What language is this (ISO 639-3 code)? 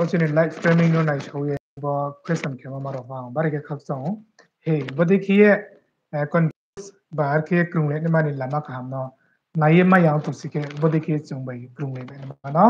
ria